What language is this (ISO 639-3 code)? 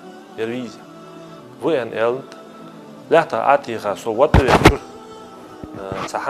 inh